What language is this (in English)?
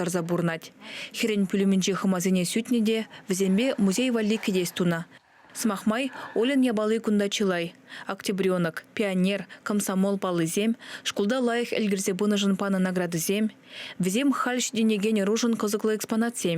Chuvash